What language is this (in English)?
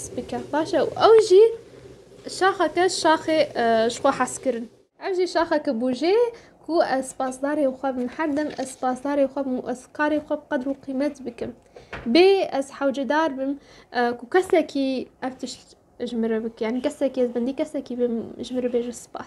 Kurdish